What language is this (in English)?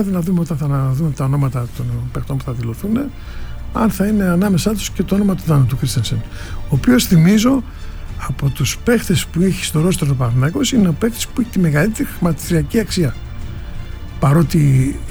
Greek